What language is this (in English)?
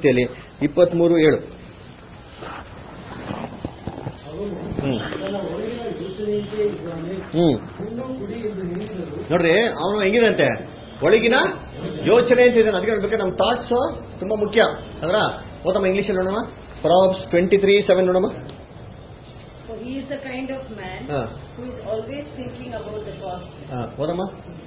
Kannada